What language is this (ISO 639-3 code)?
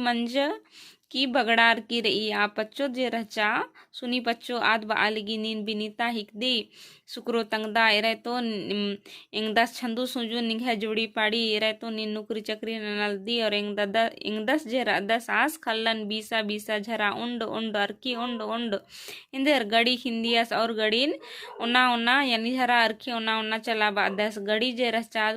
kru